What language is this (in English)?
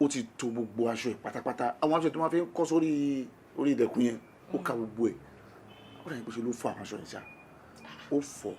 Yoruba